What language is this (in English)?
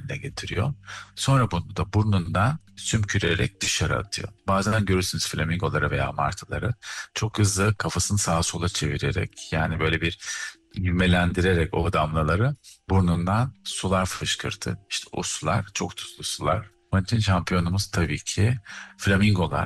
Turkish